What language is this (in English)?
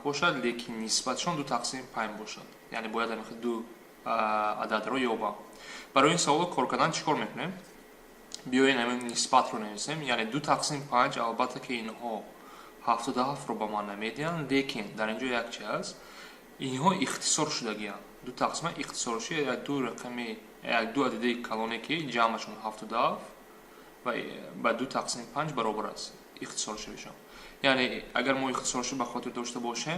Tajik